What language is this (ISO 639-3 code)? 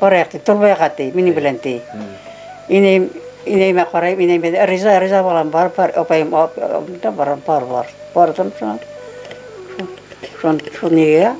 bak